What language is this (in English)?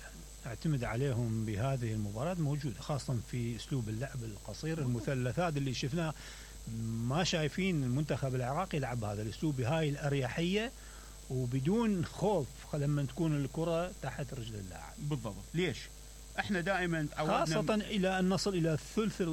Mesopotamian Arabic